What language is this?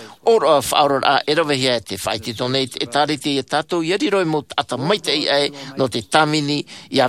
Tahitian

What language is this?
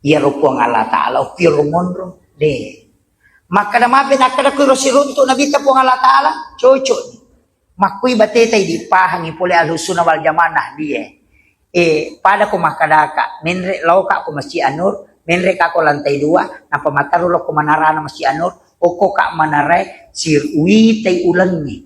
Buginese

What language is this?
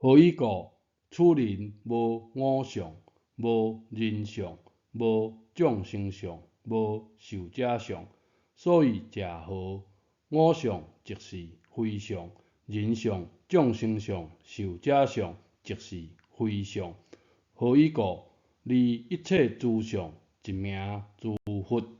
Min Nan Chinese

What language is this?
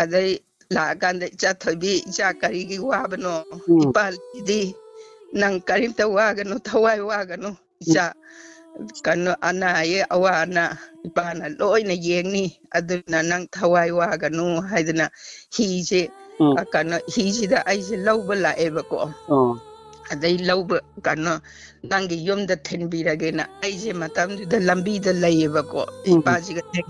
Manipuri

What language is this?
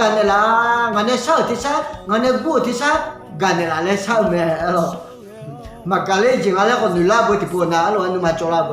Akha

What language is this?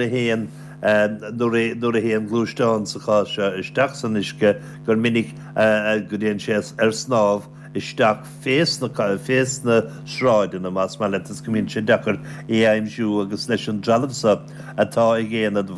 Irish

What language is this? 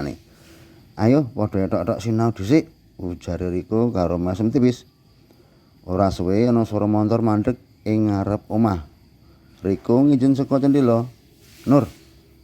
Javanese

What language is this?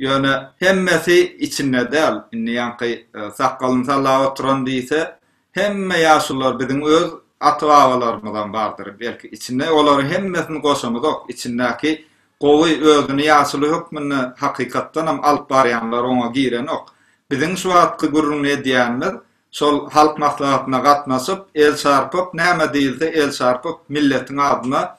Turkmen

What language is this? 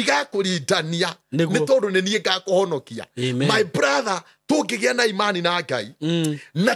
Kikuyu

